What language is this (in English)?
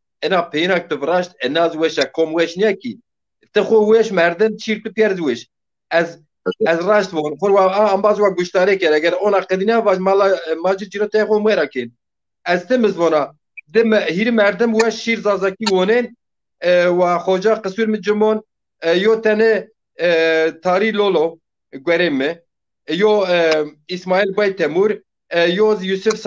Zaza